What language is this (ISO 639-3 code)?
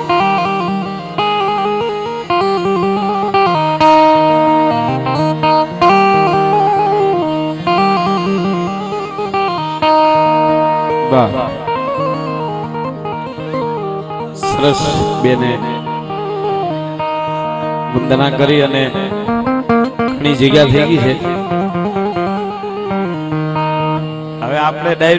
guj